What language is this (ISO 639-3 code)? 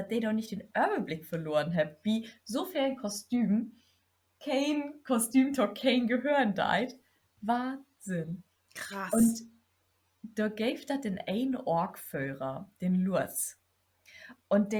nds